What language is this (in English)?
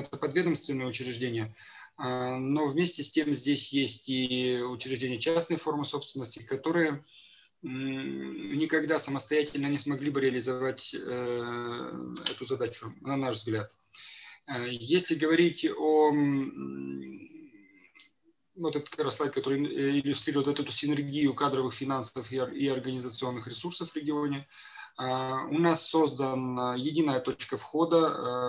Russian